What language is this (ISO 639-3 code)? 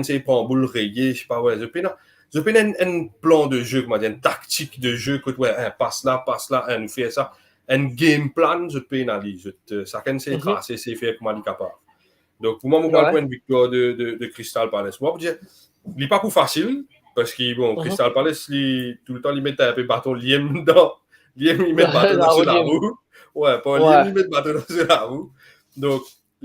mfe